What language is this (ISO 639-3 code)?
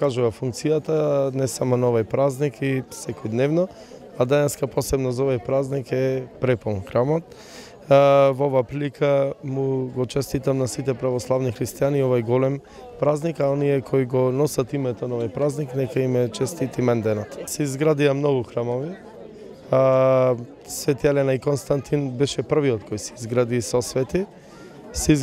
mkd